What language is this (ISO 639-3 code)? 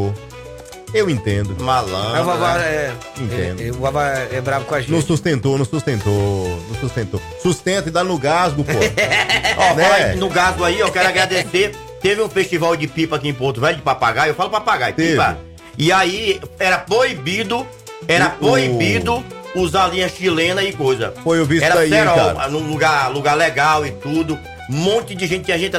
por